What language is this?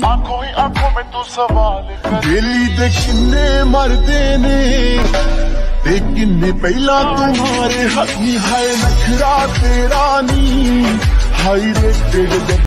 Punjabi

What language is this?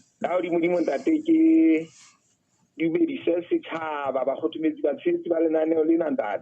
Southern Sotho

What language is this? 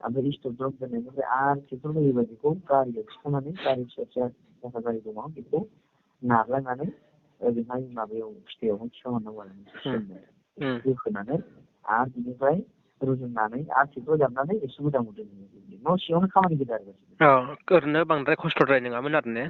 Bodo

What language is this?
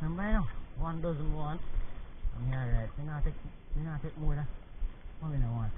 Jamaican Creole English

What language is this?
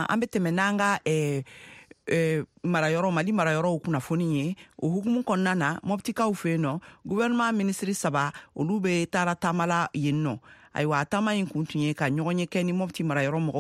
Bambara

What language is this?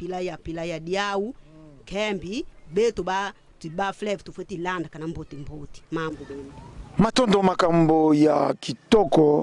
Lingala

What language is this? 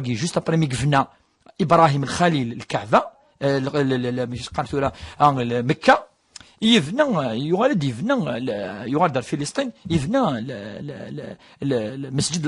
Kabyle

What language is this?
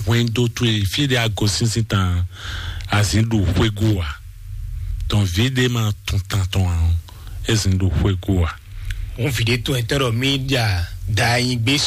Fon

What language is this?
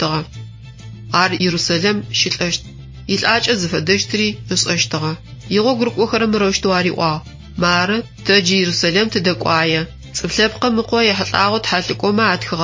Adyghe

